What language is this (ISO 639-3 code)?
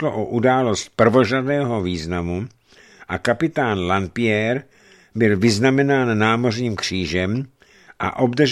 ces